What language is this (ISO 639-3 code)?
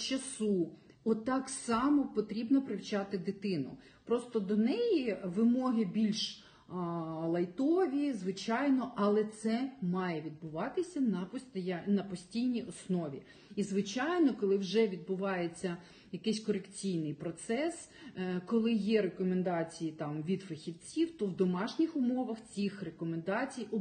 ukr